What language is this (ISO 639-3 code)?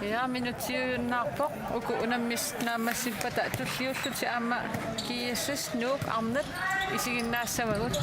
kal